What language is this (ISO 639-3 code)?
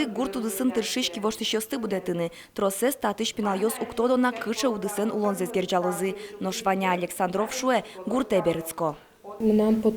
udm